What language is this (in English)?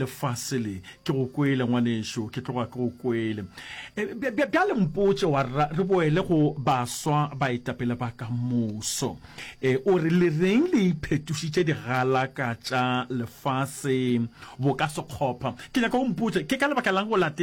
Northern Sotho